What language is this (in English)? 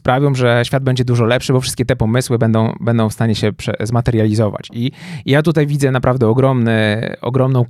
Polish